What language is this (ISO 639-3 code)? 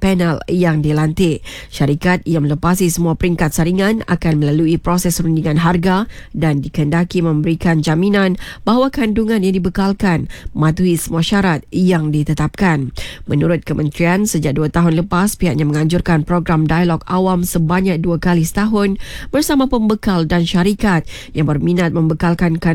msa